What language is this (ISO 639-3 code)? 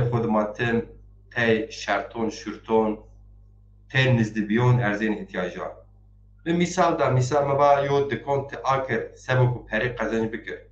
zza